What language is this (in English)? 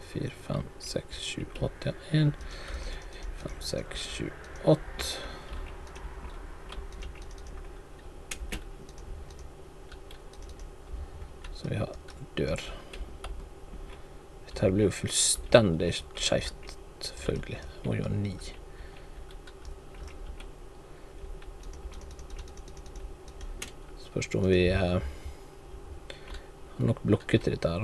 Norwegian